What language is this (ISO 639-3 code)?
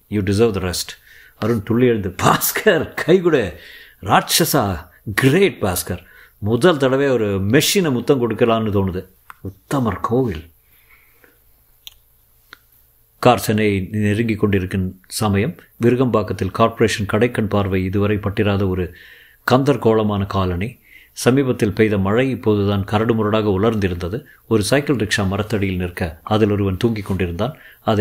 tam